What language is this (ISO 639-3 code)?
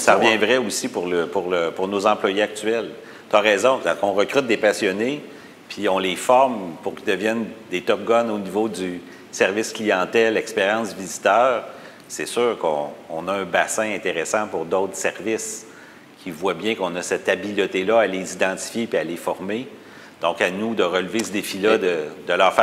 fra